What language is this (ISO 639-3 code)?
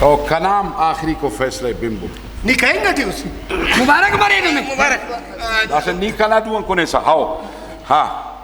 brh